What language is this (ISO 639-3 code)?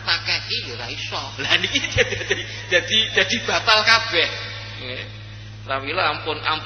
jav